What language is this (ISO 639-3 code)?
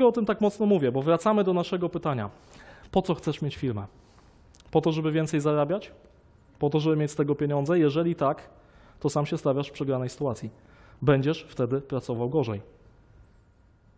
pol